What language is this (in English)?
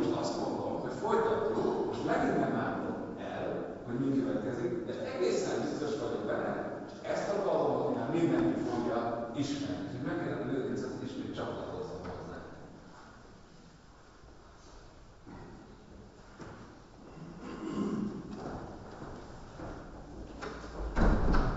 Hungarian